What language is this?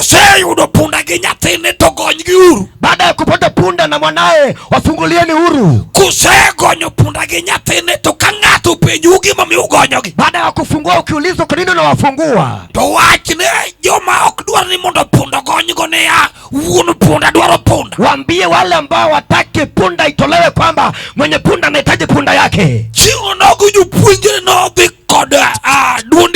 Luo (Kenya and Tanzania)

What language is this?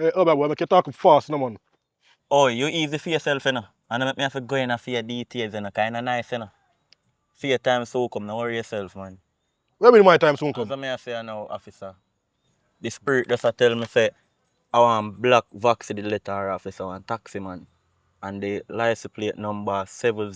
Jamaican Creole English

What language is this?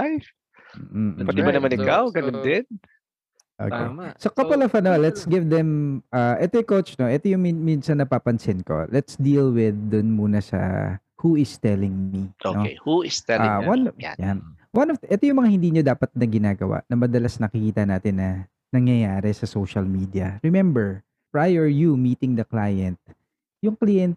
Filipino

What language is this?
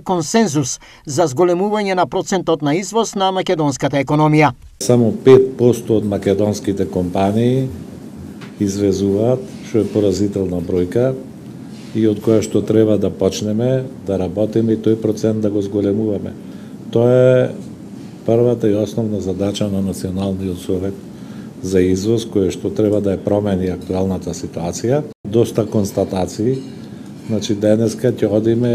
Macedonian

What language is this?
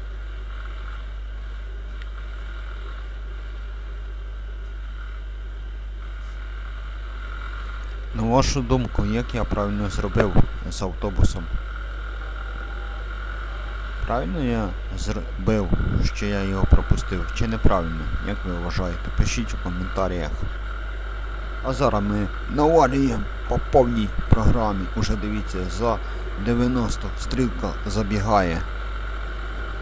Ukrainian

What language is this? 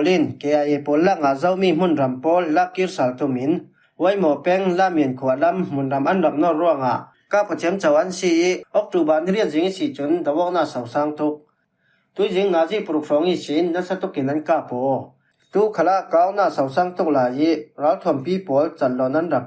Falam Chin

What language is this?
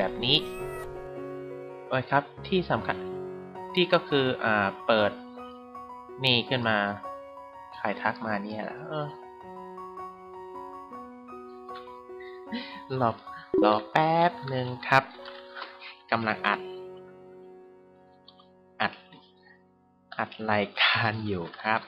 Thai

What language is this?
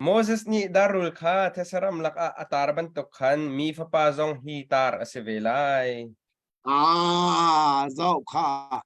Hakha Chin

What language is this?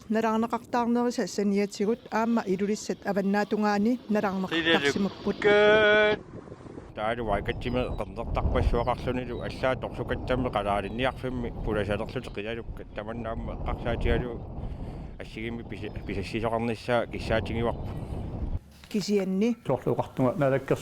Kalaallisut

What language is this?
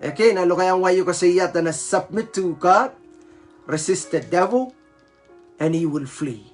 Pohnpeian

